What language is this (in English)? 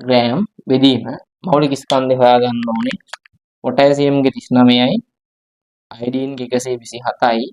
Sinhala